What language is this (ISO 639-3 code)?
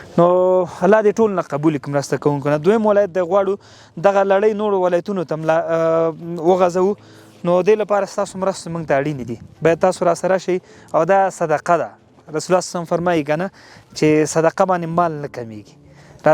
pus